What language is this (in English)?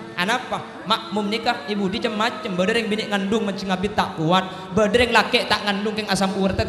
Madurese